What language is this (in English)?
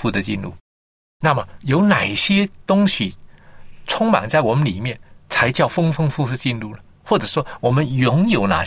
Chinese